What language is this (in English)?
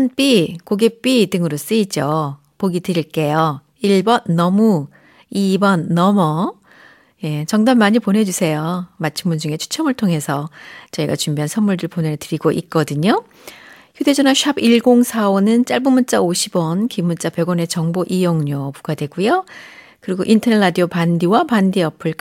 Korean